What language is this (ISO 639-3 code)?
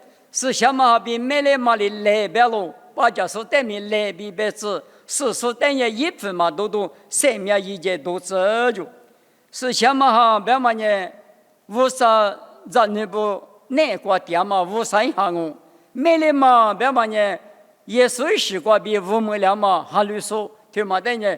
lis